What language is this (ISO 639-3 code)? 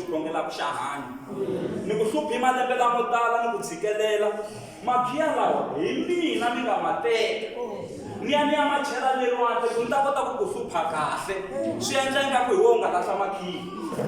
tso